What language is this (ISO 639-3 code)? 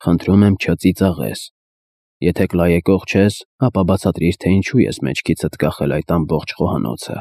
hye